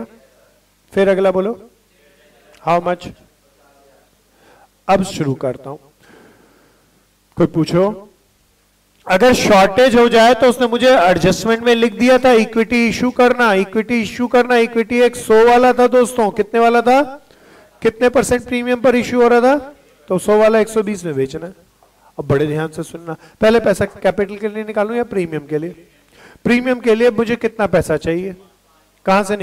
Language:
Hindi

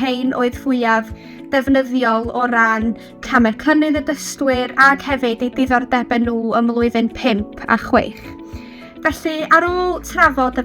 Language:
Welsh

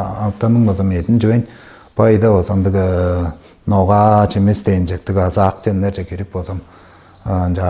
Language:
Tuvinian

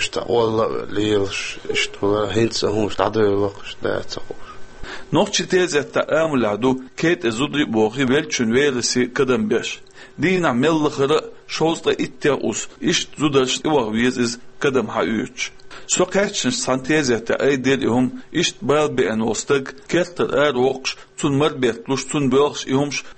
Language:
Chechen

